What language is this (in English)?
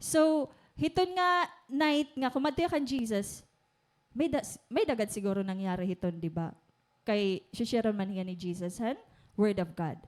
Waray